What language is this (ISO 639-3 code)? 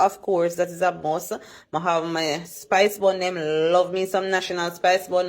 jam